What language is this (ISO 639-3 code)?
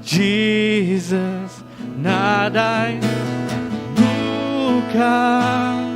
iba